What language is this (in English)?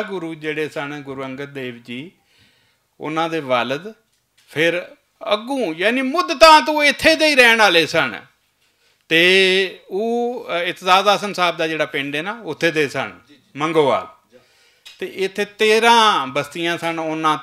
Western Panjabi